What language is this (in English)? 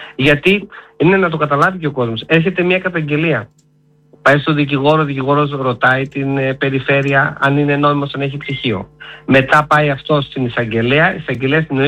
Greek